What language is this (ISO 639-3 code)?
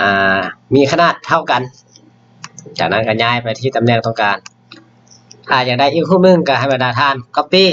lao